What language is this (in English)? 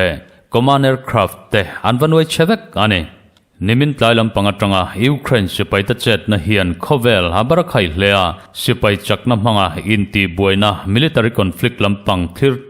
Mizo